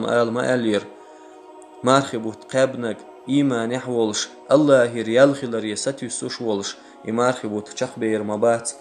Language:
Chechen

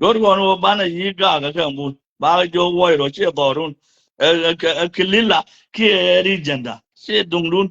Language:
Nuer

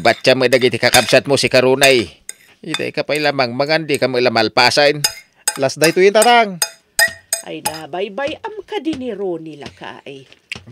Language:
Iloko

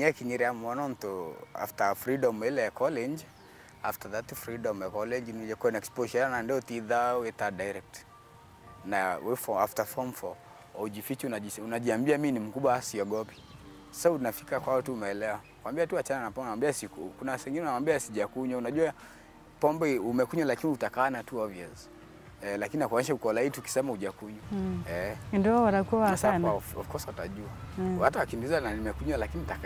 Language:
Meru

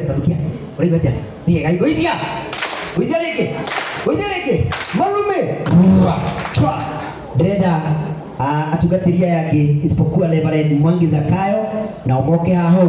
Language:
Kikuyu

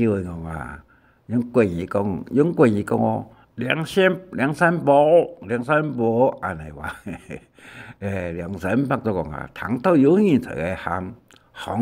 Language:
Hakka Chinese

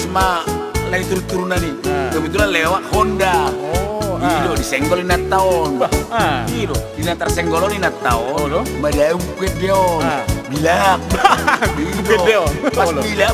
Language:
Batak Toba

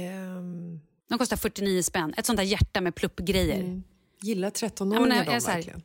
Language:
Swedish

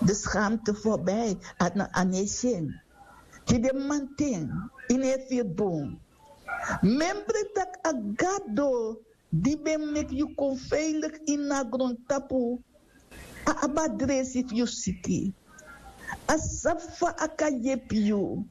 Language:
Sranan Tongo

